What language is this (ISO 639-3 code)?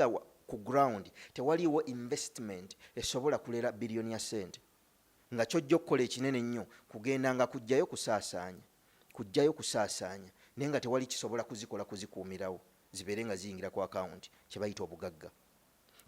lug